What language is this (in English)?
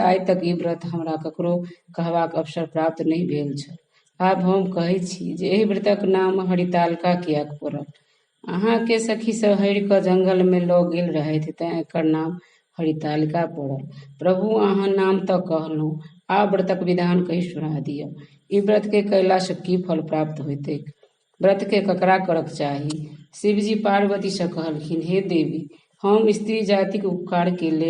Maithili